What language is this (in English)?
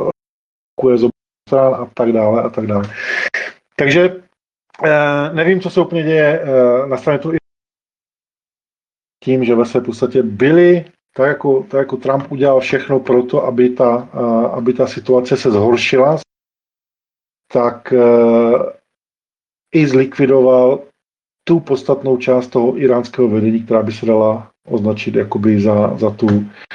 Czech